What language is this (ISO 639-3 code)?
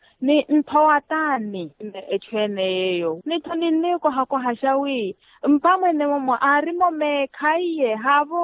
vmw